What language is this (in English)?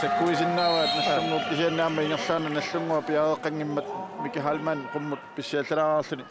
Kalaallisut